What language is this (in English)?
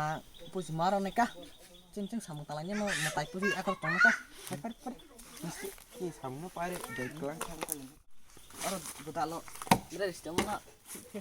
Kok Borok